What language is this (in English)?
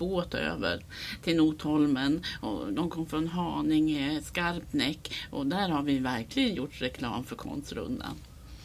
Swedish